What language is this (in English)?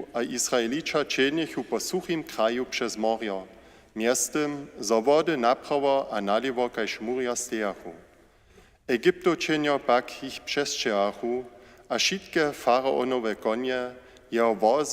Upper Sorbian